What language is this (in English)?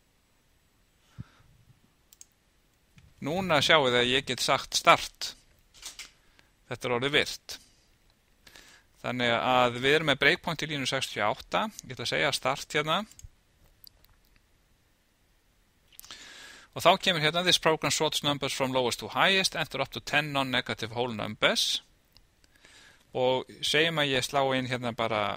Icelandic